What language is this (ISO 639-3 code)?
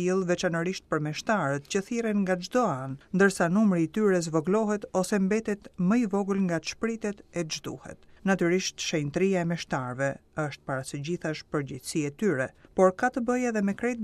sqi